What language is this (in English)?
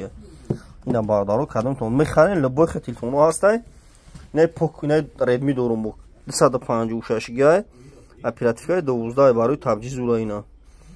Tajik